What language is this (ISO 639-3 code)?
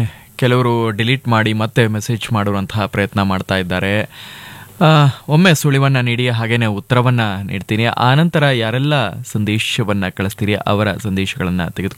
kan